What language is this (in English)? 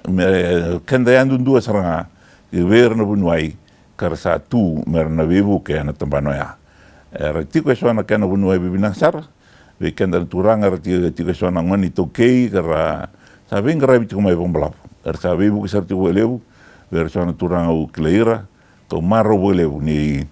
Fijian